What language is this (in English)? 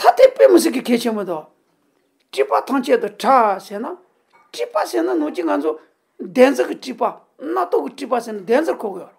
Tibetan